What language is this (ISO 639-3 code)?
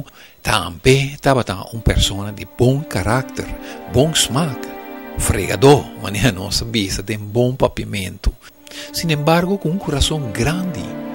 pap